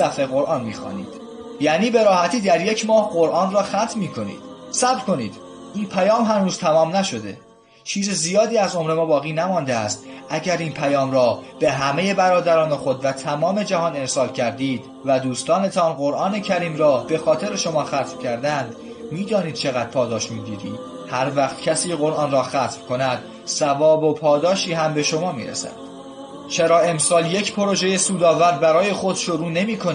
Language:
Tajik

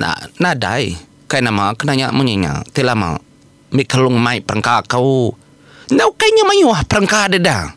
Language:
Iban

